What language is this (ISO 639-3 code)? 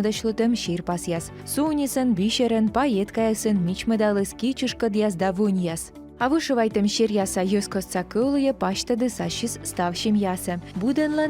kom